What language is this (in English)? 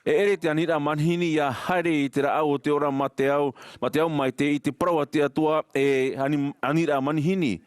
Tahitian